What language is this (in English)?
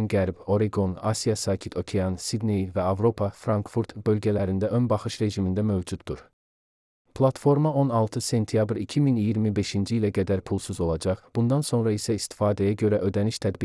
Azerbaijani